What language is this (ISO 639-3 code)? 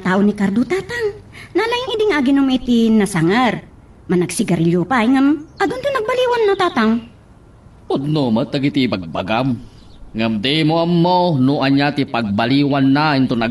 ilo